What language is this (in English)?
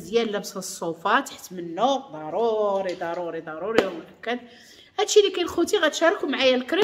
Moroccan Arabic